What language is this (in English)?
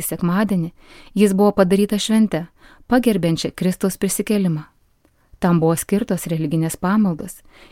Lithuanian